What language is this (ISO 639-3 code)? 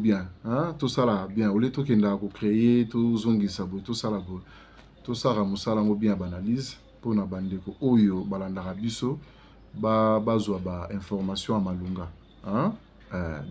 lin